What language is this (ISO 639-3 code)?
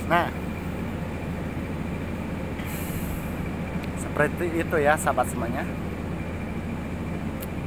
ind